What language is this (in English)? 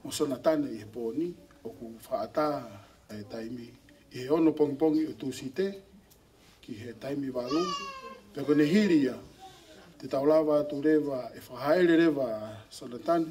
Tongan